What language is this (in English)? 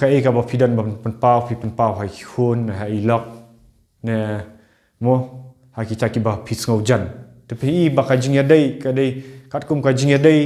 Khasi